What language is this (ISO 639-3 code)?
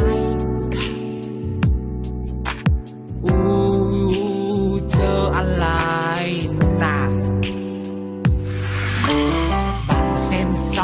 vie